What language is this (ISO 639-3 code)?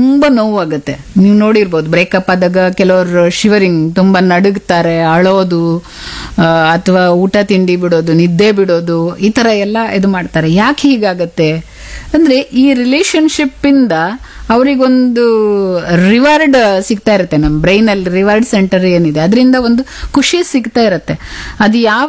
kan